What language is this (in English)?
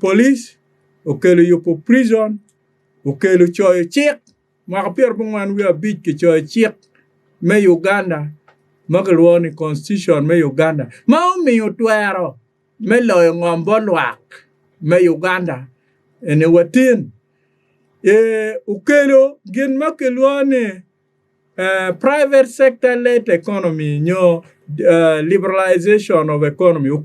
Acoli